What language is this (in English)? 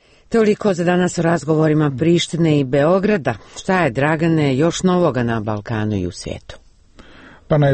Serbian